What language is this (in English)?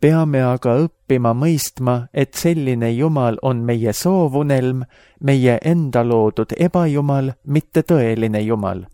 Estonian